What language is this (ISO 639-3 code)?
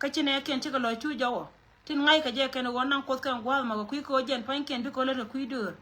nus